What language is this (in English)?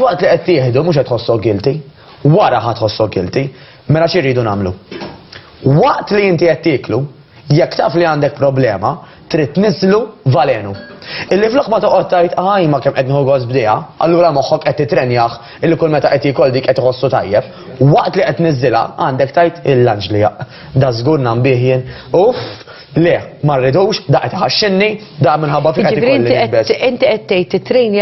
Maltese